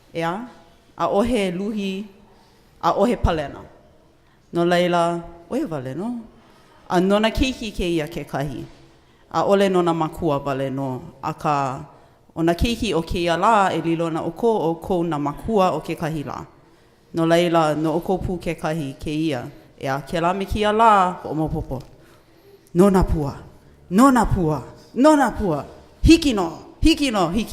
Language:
Hawaiian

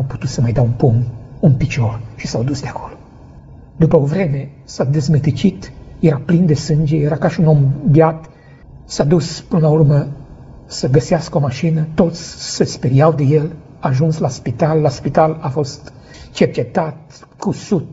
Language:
Romanian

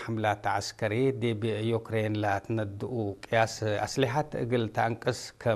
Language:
Tigre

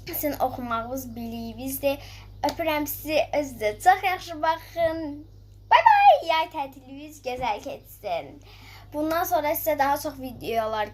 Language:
Azerbaijani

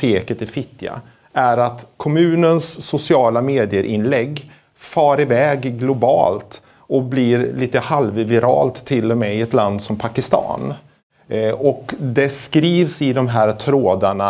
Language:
Swedish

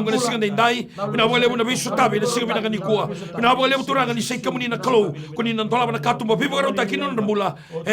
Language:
Fijian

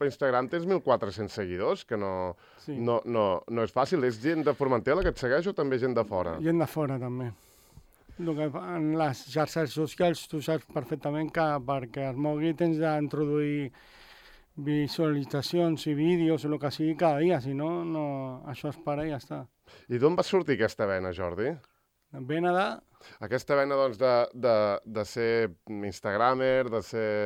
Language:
Catalan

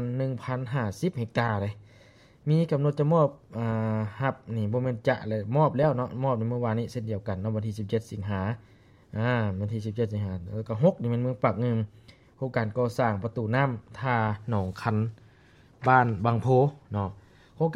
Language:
Lao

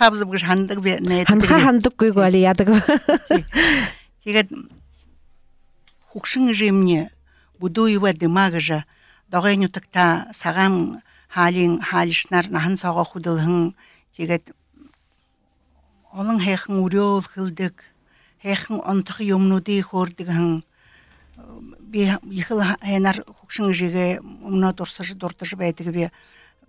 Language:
Buriat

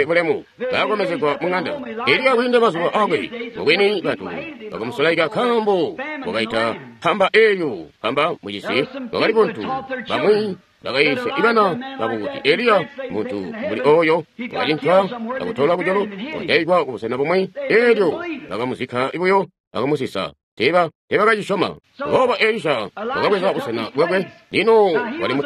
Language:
Tonga (Zambia)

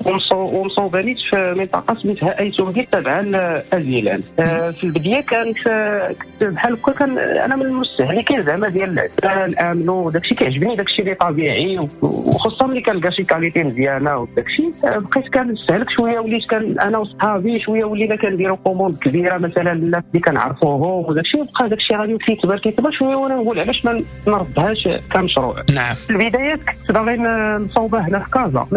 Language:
Moroccan Arabic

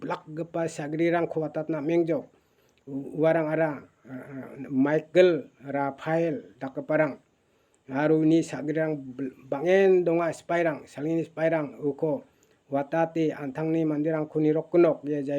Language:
Garo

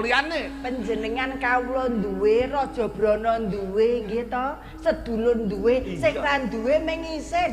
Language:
Javanese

